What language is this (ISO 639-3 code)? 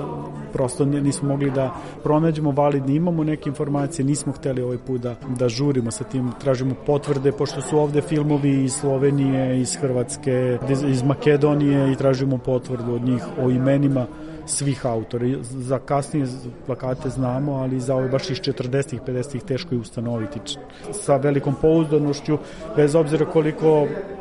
srp